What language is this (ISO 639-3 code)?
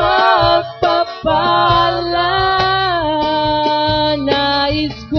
fil